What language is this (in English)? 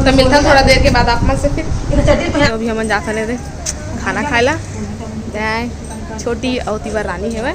Chhattisgarhi